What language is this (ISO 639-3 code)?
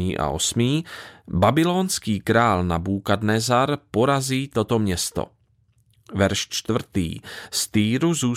ces